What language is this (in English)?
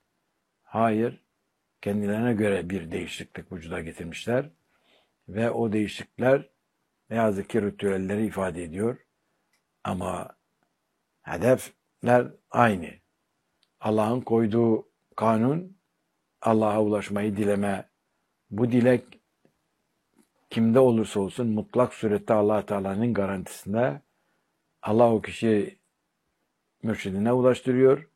Turkish